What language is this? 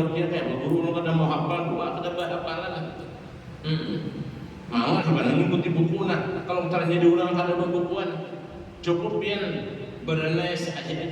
Banjar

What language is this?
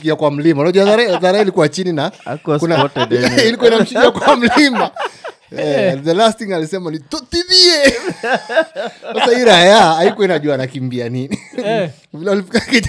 Swahili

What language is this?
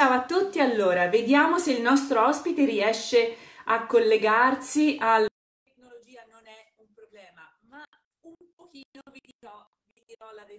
Italian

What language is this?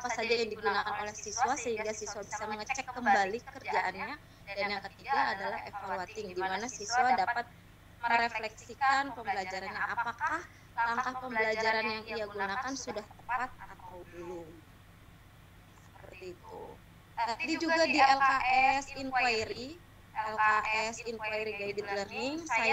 Indonesian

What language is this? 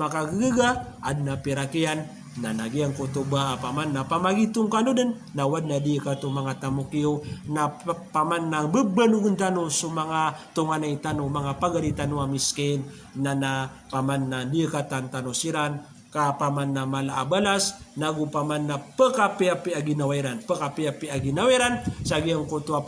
Maranao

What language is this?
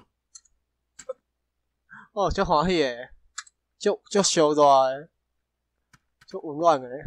Min Nan Chinese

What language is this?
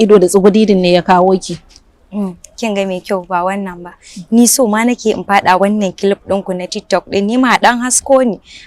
Hausa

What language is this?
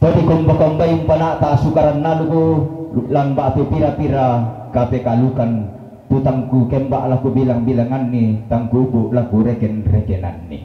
Toraja-Sa'dan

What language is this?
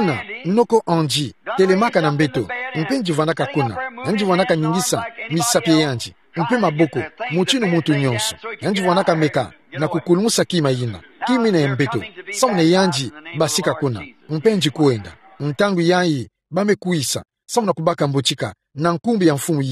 Kituba (Democratic Republic of Congo)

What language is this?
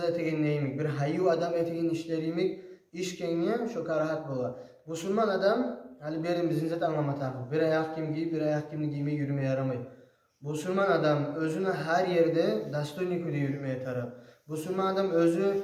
Kumyk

